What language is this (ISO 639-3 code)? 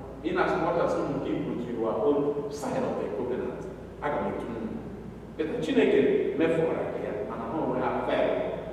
ibo